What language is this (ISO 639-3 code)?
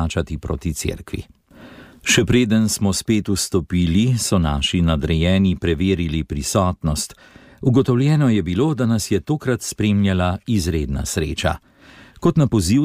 slv